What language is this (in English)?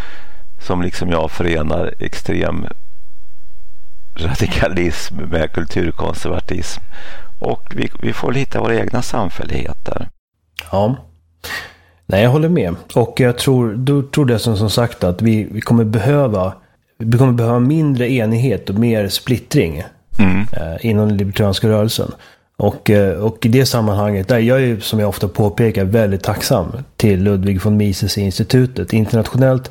Swedish